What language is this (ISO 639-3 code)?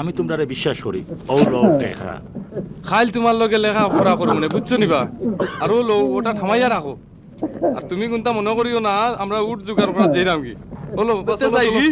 syl